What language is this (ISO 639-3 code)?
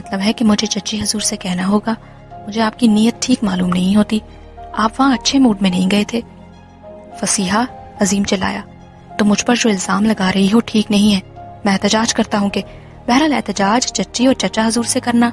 urd